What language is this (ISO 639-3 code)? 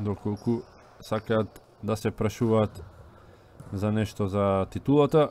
mkd